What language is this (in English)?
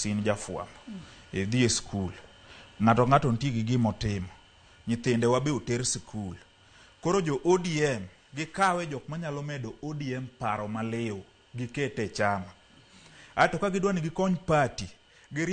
Luo (Kenya and Tanzania)